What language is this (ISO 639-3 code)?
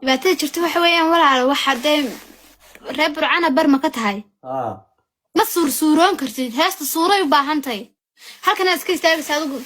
som